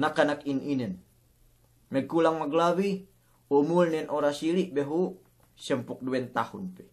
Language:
Yakan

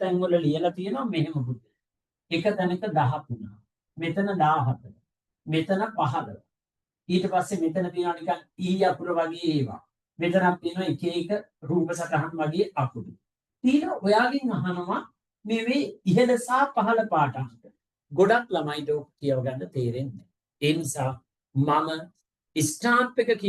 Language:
Sinhala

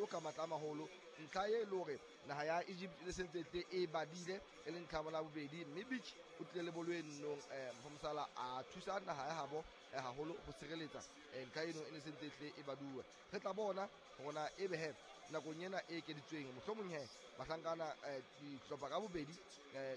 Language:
Southern Sotho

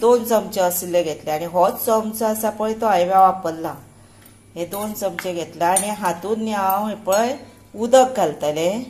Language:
Konkani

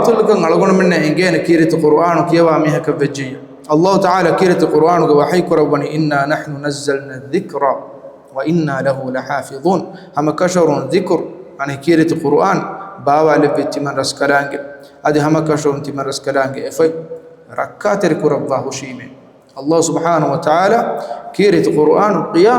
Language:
Divehi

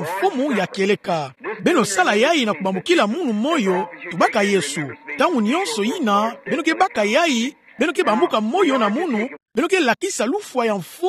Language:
Kituba (Democratic Republic of Congo)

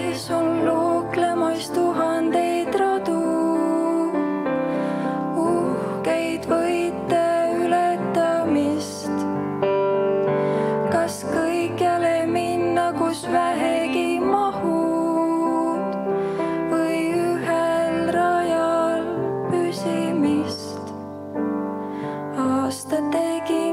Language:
Estonian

